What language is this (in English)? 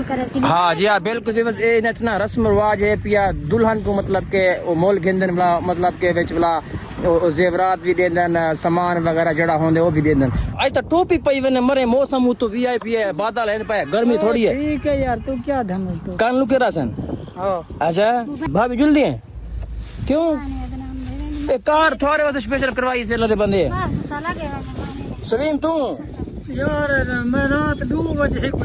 Saraiki